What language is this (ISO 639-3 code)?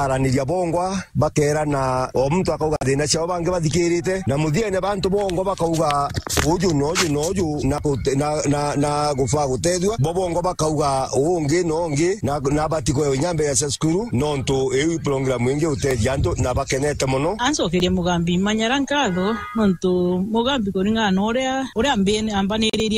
mer